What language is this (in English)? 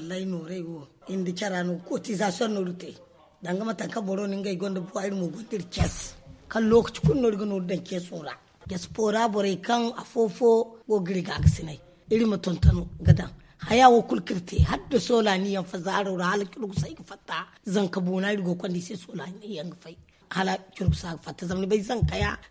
Zarma